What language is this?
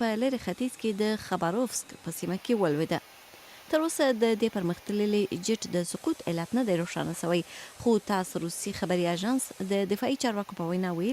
Pashto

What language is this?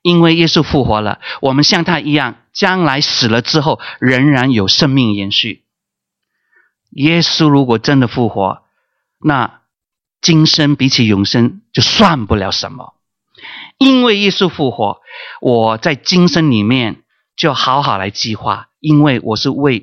Chinese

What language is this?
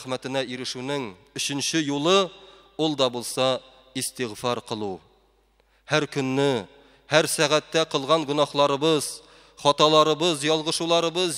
Tatar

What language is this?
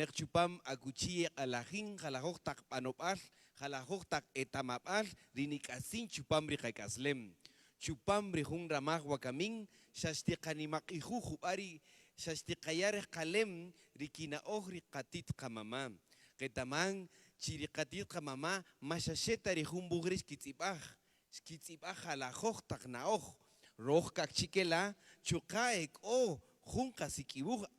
Kaqchikel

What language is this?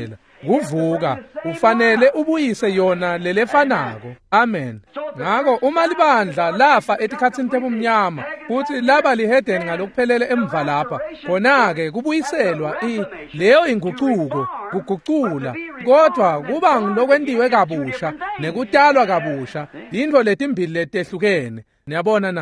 Swati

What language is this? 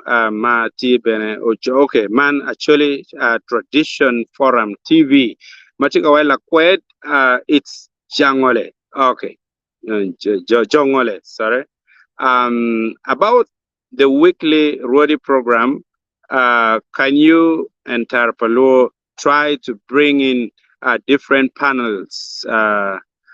Acoli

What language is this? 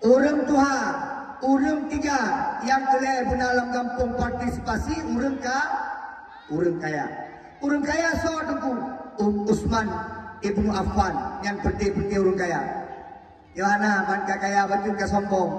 Achinese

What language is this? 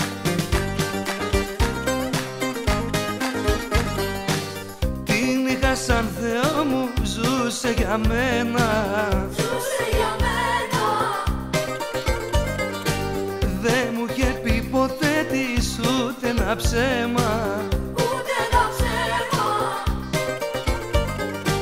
Greek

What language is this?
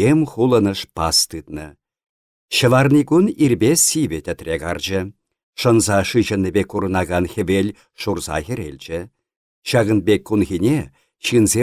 Chuvash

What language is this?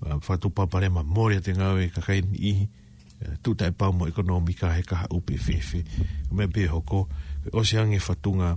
Tongan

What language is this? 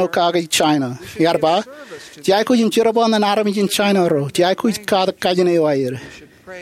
Marshallese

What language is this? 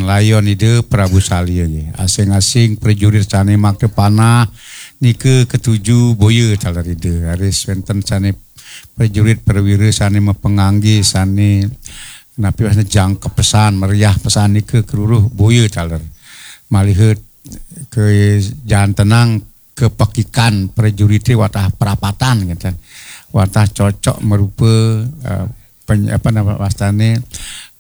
Balinese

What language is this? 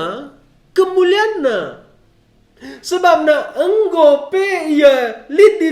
Batak Karo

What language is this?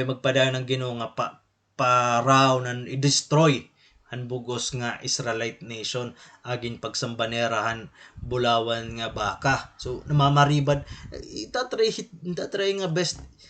Waray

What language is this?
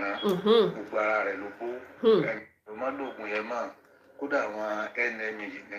Yoruba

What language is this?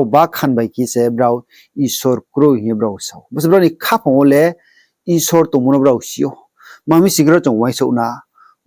Riang (India)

